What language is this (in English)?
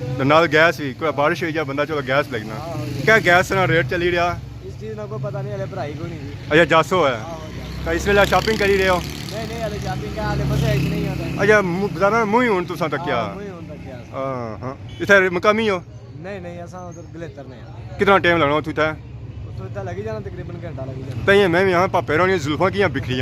Pahari-Potwari